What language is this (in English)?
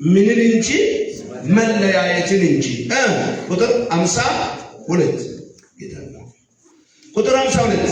Amharic